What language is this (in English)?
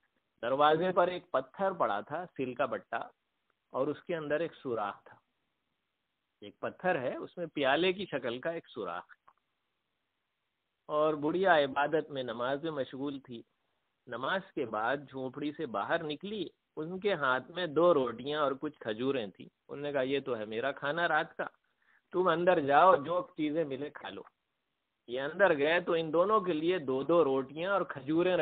Urdu